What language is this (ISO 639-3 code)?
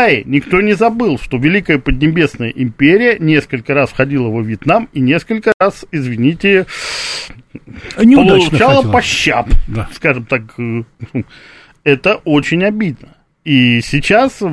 rus